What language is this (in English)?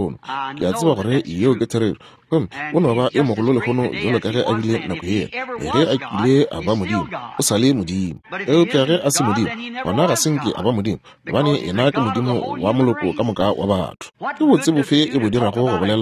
Northern Sotho